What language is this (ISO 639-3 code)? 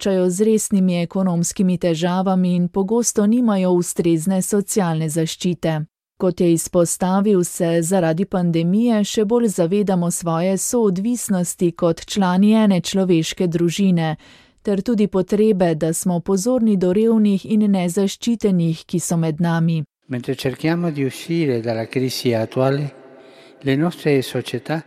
slv